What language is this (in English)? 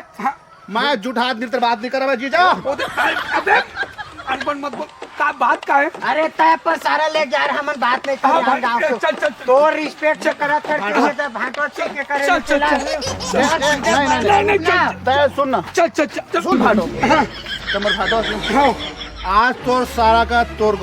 Chhattisgarhi